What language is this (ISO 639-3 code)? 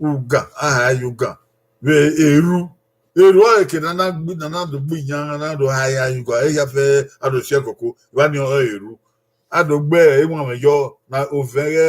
bin